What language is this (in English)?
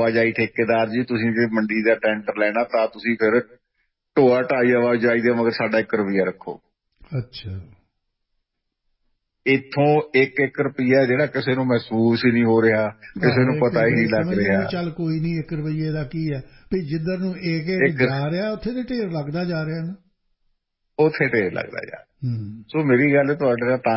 Punjabi